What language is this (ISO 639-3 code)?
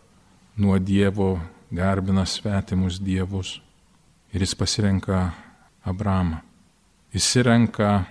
lit